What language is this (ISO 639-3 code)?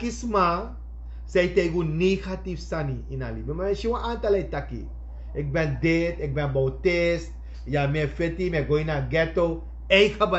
srn